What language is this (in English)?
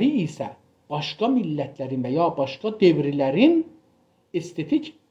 South Azerbaijani